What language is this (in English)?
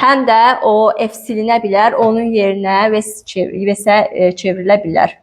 Azerbaijani